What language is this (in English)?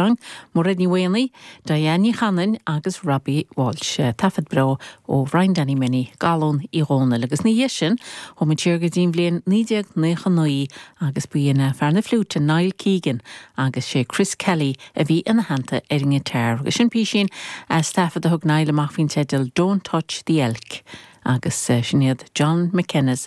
Irish